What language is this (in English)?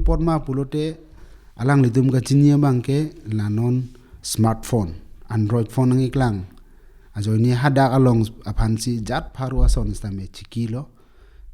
Karbi